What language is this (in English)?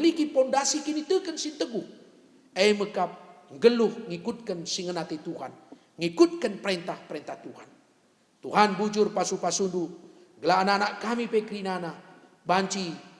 Batak Karo